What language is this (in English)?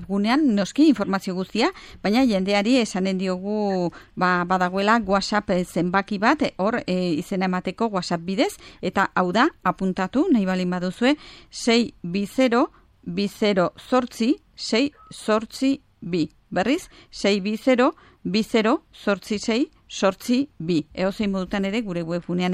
Basque